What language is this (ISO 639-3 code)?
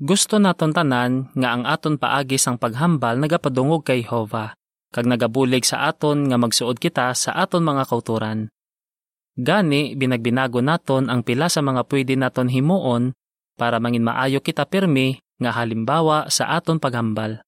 hil